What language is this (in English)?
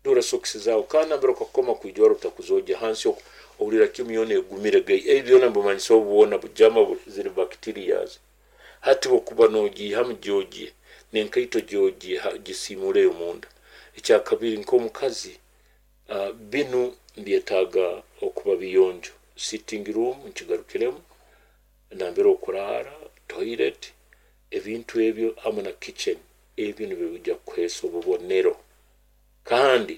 Nyoro